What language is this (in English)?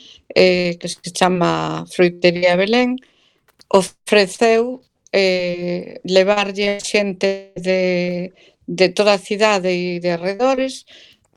Galician